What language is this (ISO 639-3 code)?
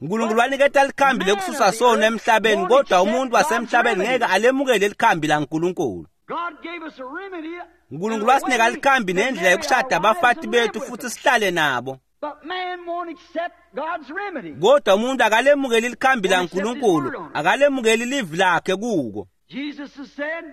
ssw